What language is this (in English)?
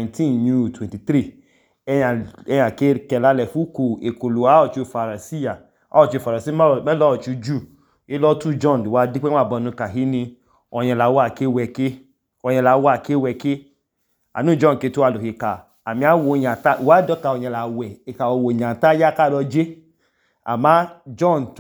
Idoma